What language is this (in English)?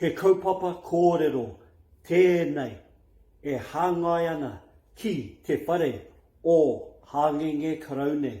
Māori